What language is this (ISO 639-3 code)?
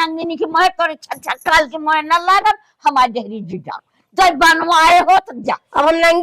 awa